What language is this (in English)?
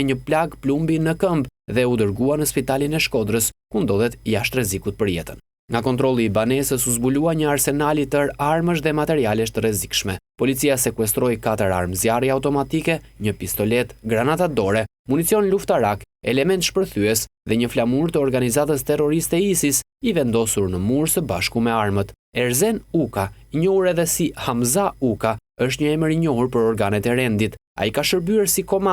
Albanian